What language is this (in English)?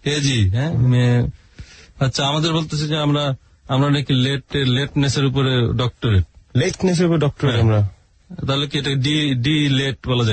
Bangla